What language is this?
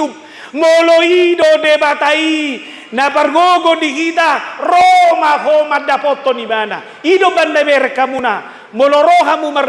Batak Toba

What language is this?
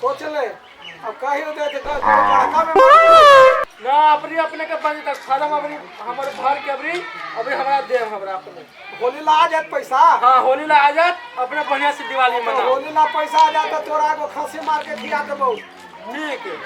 Magahi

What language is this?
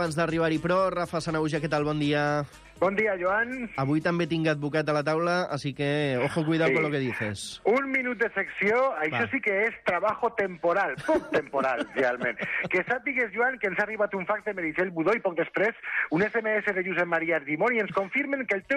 Catalan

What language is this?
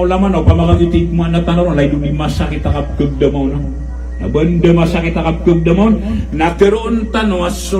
Maranao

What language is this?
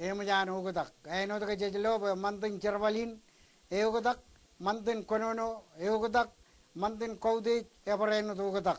Marshallese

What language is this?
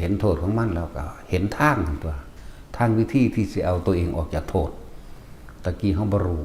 Northeastern Thai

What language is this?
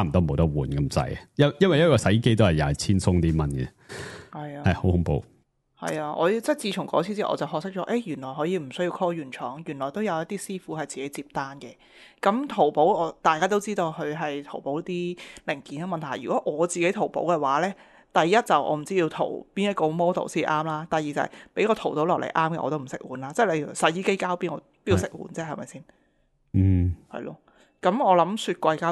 Cantonese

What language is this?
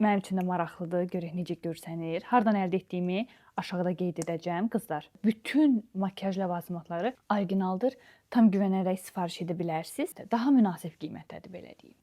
Azerbaijani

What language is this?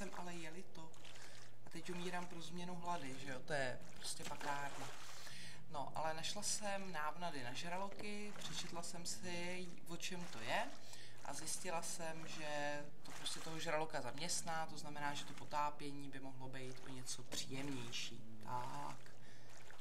Czech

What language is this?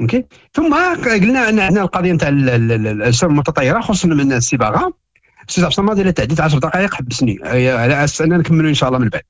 Moroccan Arabic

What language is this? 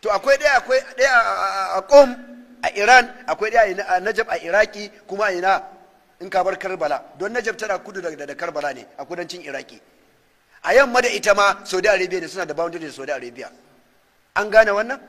Hausa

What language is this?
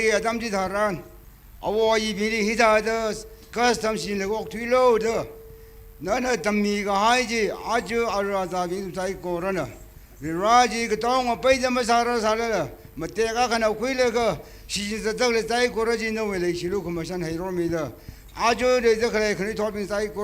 Tangkhul Naga (India)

